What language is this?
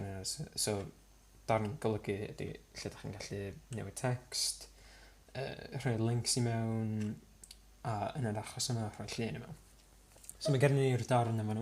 Welsh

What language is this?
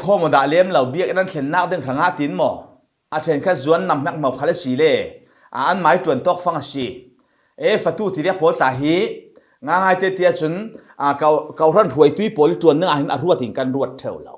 Falam Chin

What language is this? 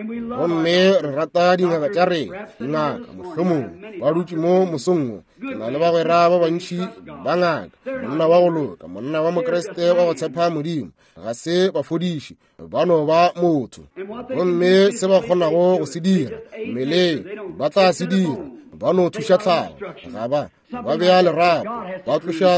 Northern Sotho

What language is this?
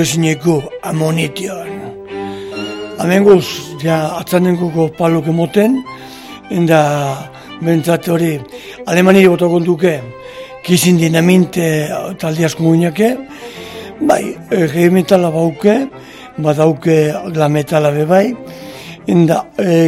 Basque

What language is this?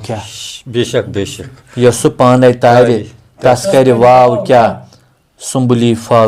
Kashmiri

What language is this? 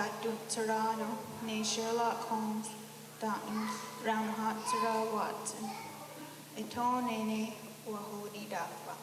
Mohawk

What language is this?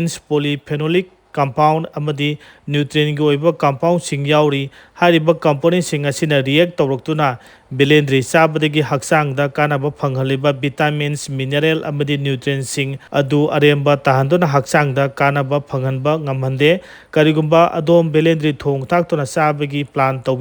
Manipuri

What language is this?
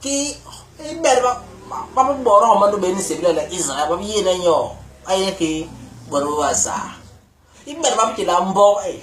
Basaa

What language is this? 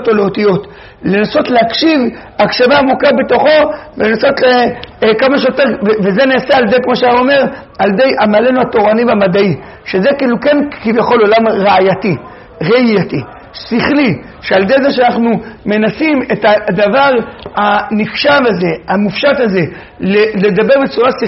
Hebrew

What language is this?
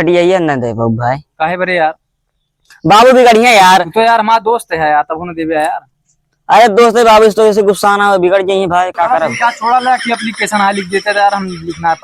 Awadhi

